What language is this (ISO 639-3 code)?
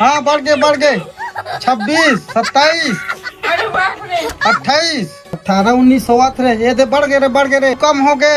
hne